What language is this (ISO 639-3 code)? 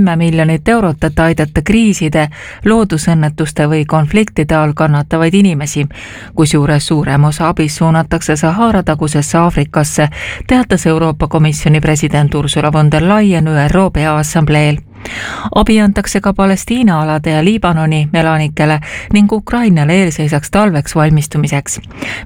est